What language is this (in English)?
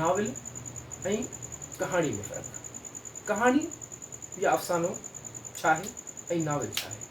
Sindhi